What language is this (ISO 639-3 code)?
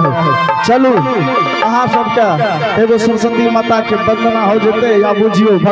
anp